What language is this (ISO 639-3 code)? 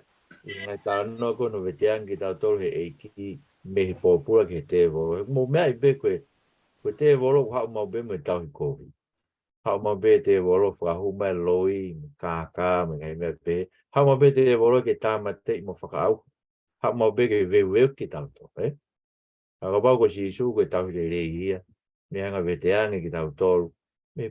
ton